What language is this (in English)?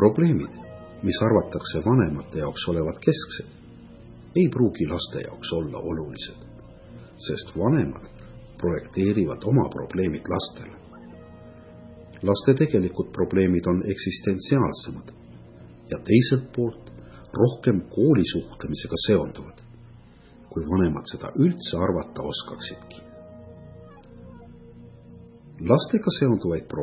Estonian